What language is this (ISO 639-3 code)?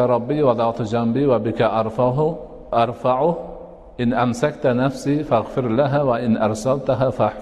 uzb